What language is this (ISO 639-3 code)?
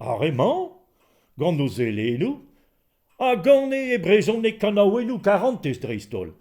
bre